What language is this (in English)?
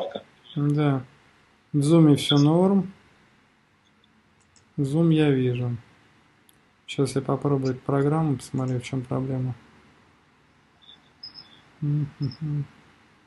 Russian